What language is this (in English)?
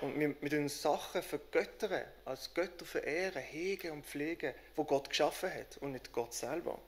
Swiss German